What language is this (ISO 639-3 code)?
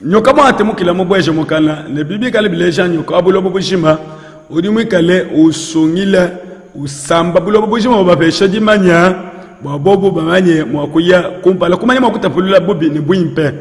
lua